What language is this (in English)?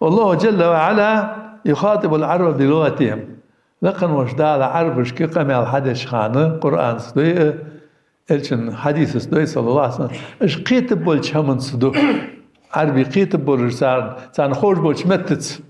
Ingush